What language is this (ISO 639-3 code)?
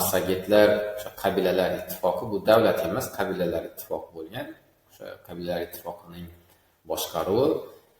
uzb